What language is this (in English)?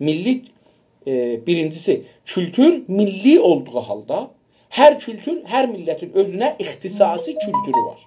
South Azerbaijani